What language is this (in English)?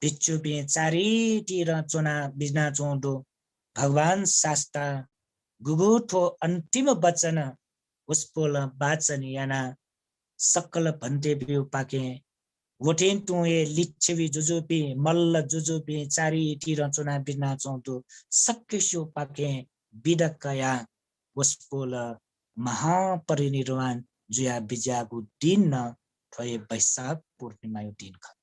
Newari